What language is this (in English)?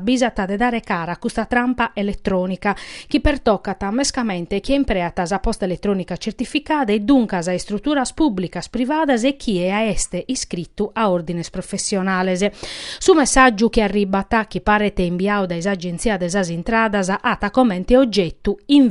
Sardinian